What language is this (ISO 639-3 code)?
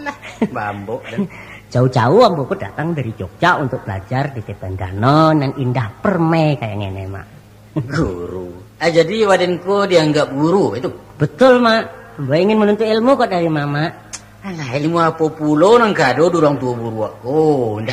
min